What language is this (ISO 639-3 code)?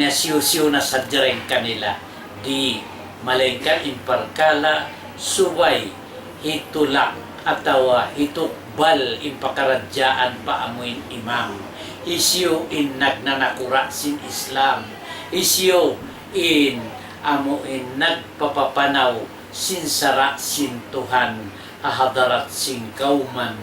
tsg